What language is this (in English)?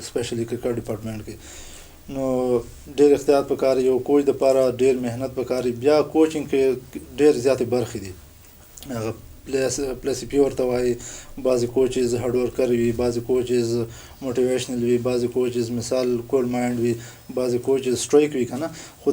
Pashto